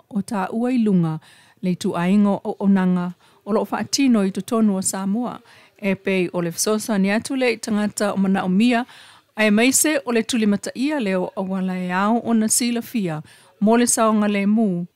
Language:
Samoan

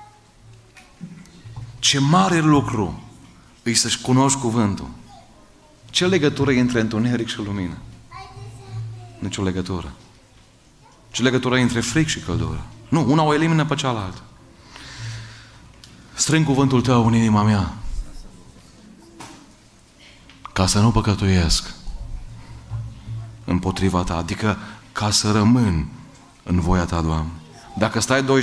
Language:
Romanian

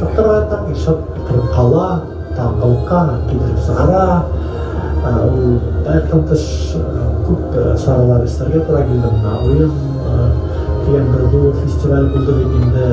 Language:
Bashkir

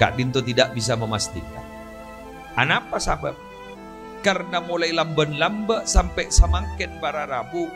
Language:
Madurese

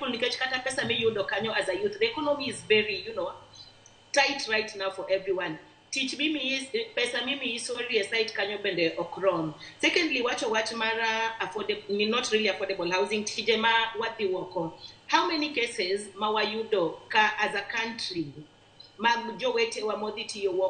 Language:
Luo (Kenya and Tanzania)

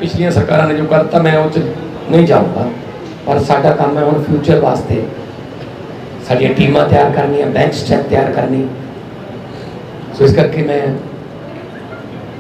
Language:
Punjabi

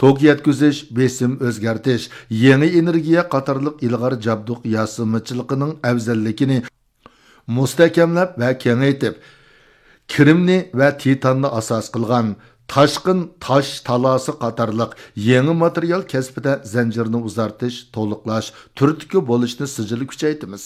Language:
Uyghur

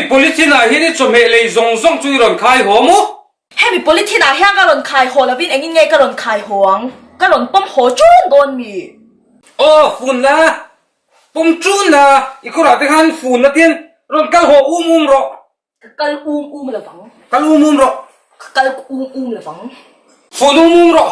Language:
Mizo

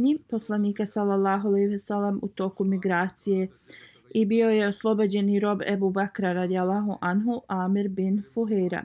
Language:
Bosnian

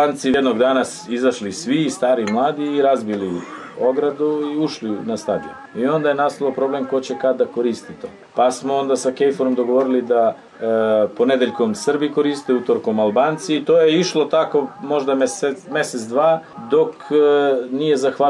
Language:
Serbian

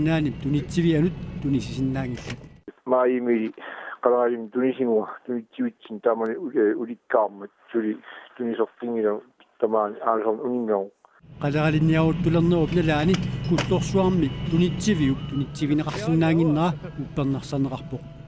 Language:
Kalaallisut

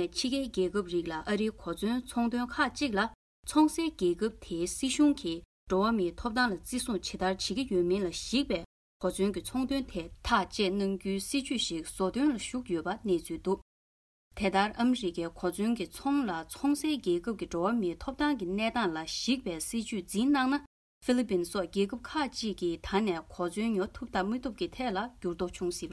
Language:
Tibetan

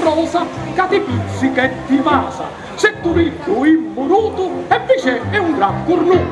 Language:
Sicilian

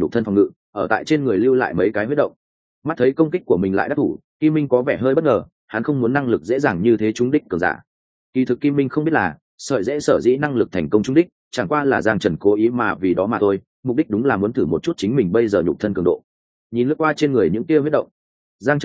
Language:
Vietnamese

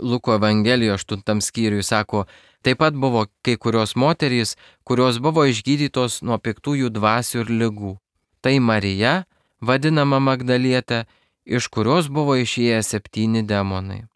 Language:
Lithuanian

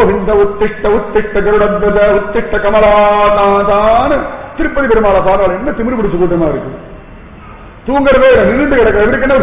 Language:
Tamil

